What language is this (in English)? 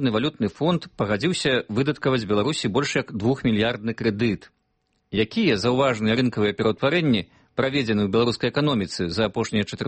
Belarusian